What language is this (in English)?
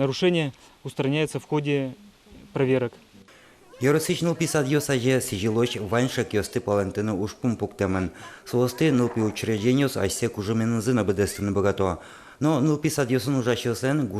Udmurt